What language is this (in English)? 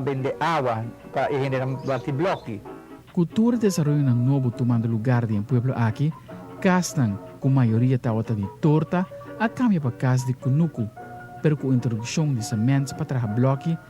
Papiamento